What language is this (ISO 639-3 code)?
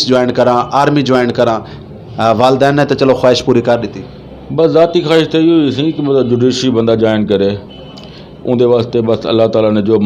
skr